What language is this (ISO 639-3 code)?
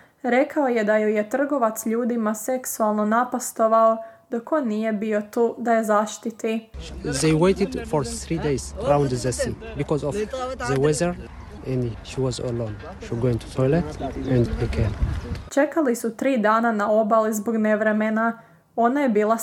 hrv